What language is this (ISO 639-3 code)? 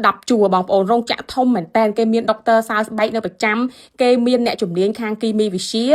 khm